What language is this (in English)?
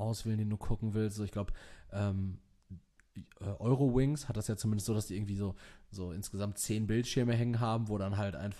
German